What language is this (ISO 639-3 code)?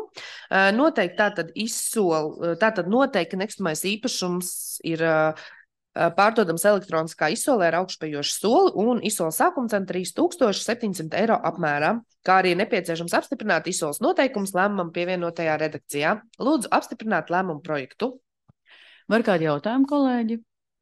lav